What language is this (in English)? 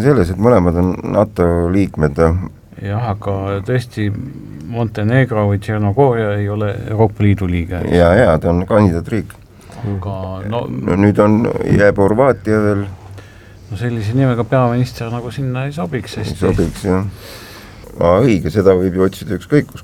Estonian